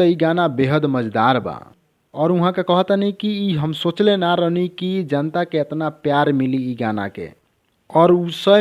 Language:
Bhojpuri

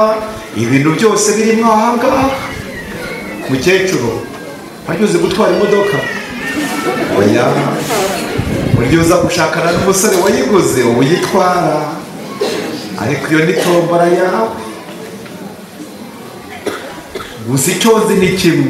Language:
Kinyarwanda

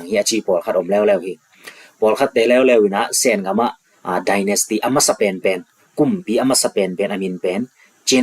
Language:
Tedim Chin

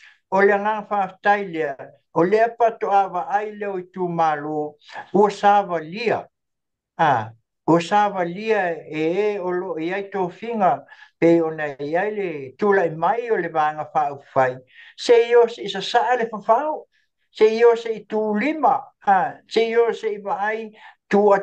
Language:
Samoan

